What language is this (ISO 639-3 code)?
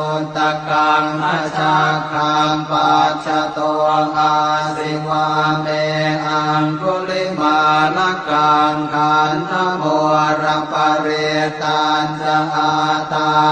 pli